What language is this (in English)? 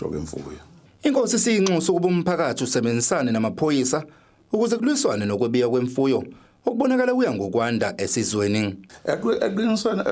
Zulu